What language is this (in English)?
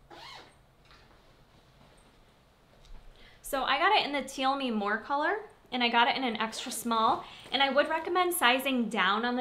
English